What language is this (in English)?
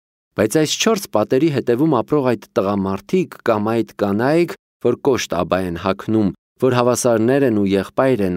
Armenian